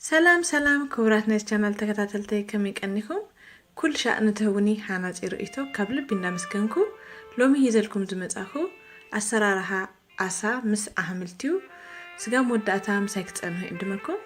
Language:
Tigrinya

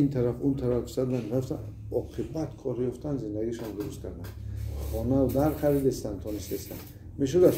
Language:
Tajik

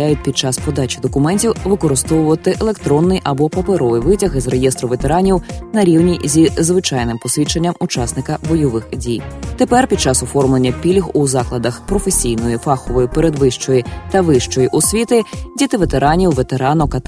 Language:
Ukrainian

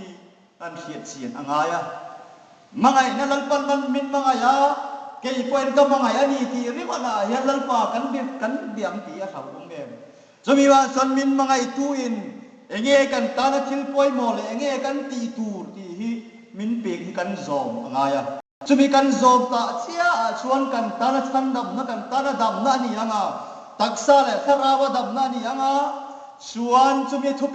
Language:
Hmar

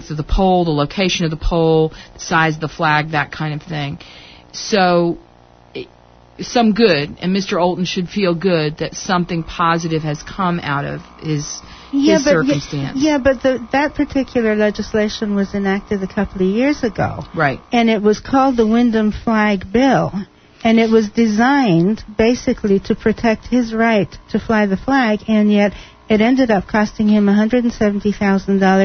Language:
English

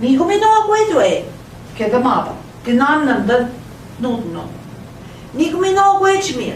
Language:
Central Ojibwa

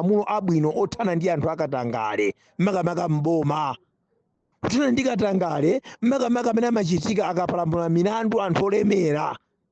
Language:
Nyanja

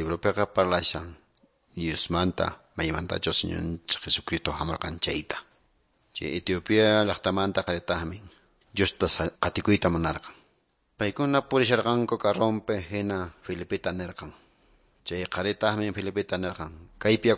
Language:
Quechua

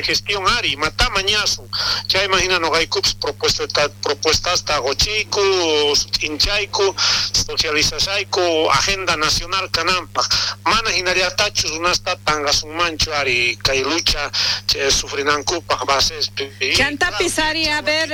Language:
South Bolivian Quechua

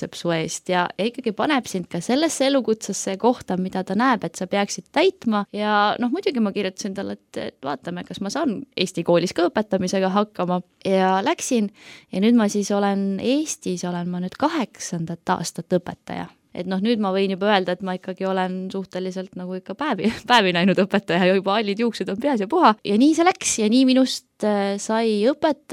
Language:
Estonian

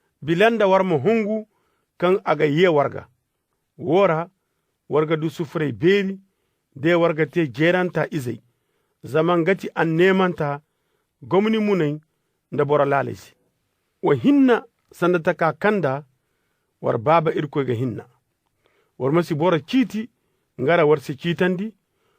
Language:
Zarma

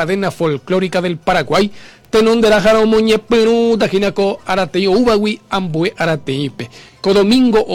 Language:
Guarani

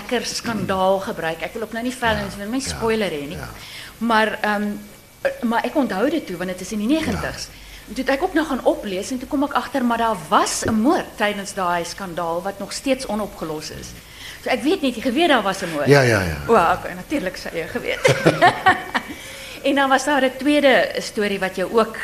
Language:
Afrikaans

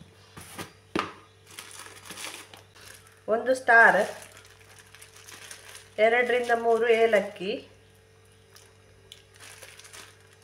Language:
Kannada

